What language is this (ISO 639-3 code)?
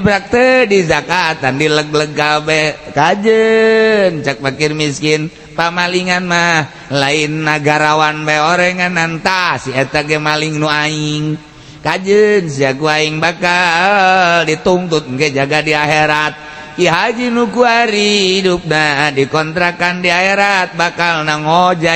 sun